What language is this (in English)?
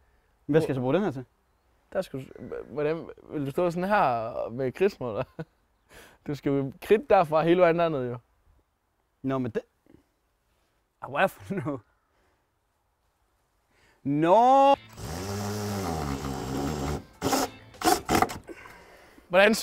Danish